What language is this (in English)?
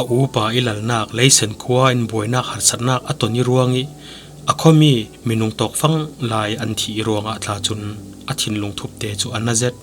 Falam Chin